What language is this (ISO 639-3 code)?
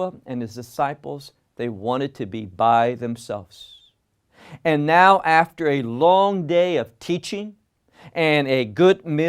eng